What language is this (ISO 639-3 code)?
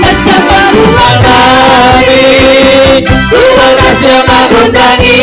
bts